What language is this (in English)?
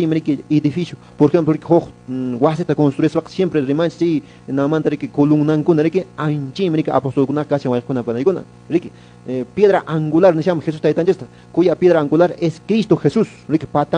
Quechua